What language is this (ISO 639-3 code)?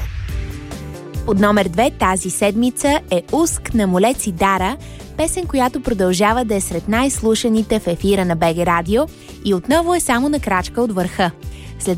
bul